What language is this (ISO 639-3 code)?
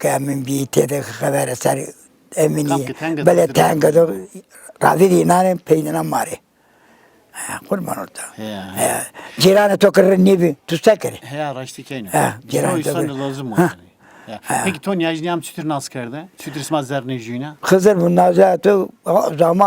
zza